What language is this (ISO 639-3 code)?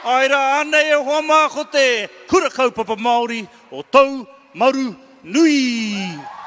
mri